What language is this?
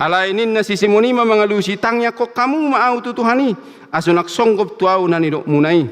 Batak Toba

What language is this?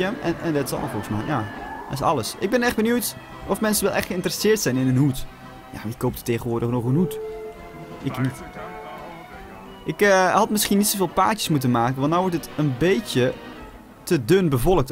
Dutch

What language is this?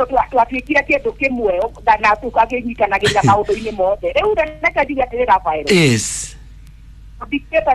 Kikuyu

